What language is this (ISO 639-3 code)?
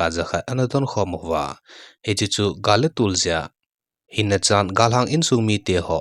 tcz